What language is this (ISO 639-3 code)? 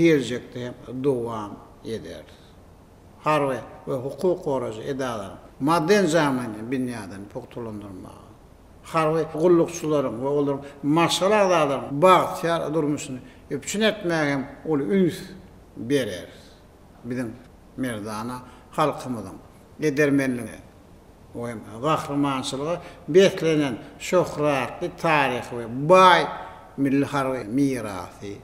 tuk